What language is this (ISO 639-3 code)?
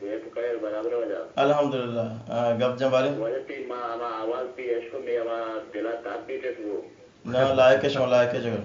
bal